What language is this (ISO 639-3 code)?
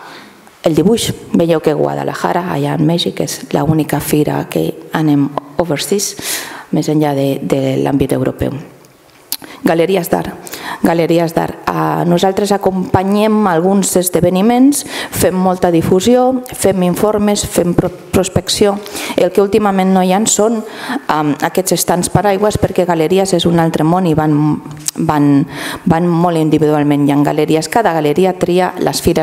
cat